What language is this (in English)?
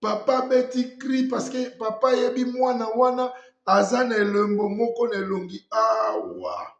Lingala